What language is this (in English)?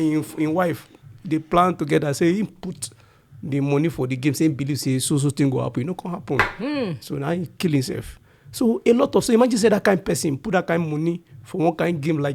Nigerian Pidgin